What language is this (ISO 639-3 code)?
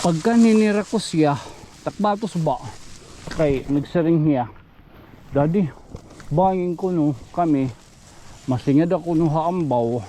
war